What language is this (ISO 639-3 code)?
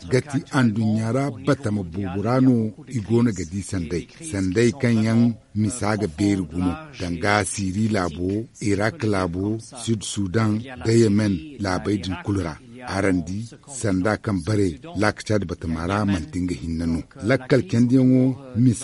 dje